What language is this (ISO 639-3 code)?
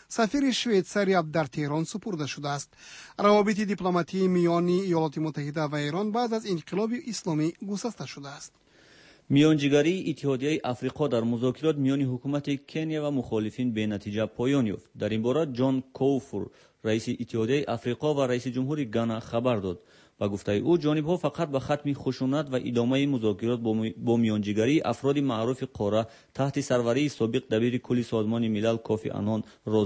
fas